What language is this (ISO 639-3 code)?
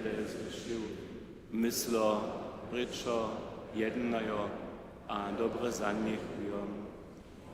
hsb